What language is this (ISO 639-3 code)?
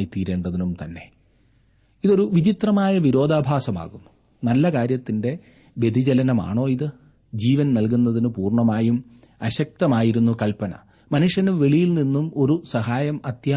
mal